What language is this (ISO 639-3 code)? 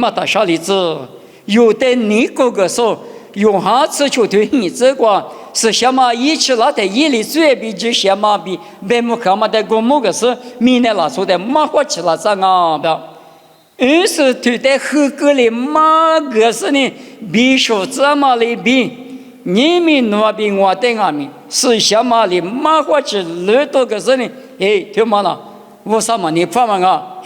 lis